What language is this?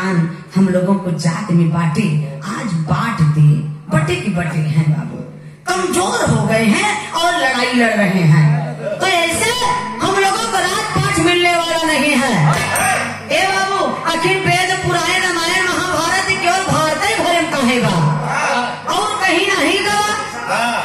Bhojpuri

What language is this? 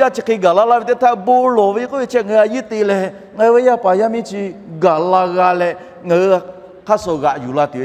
Lahu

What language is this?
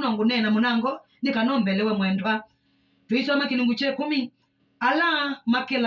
Kamba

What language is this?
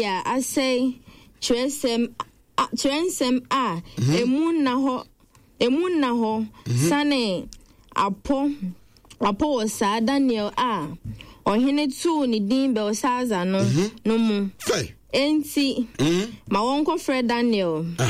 Akan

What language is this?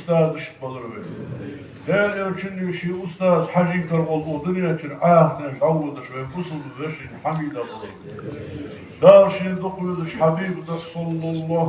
Ingush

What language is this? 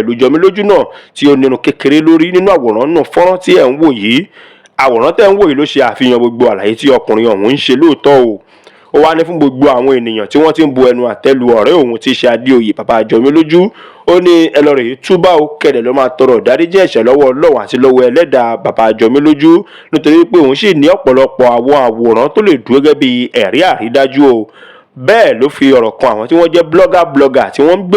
Yoruba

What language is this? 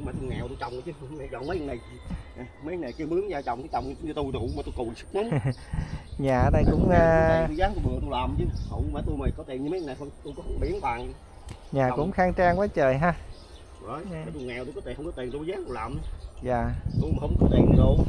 Vietnamese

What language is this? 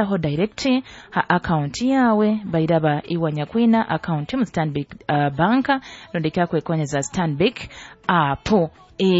Nyoro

